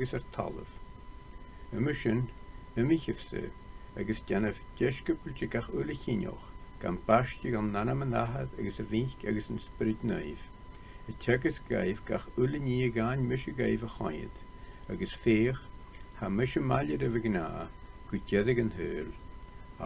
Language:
Scottish Gaelic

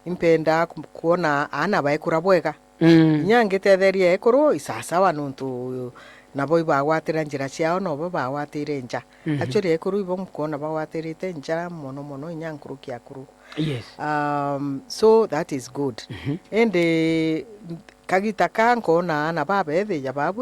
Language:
Meru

